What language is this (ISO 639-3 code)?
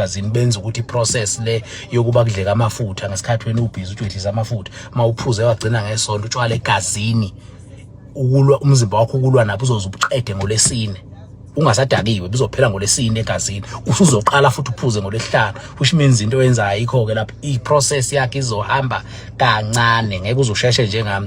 zul